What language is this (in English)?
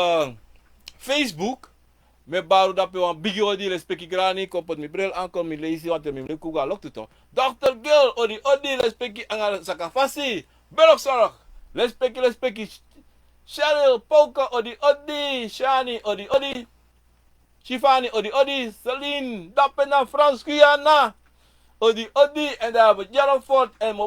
Sranan Tongo